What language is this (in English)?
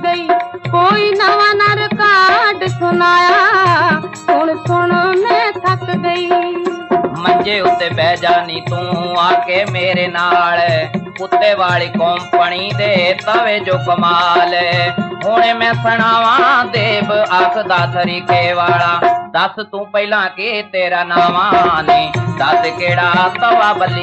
Punjabi